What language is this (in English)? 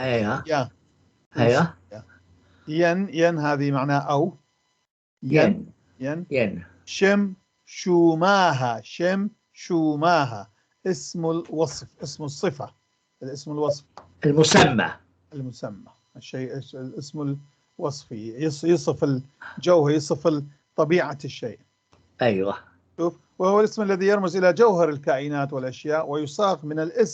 North Levantine Arabic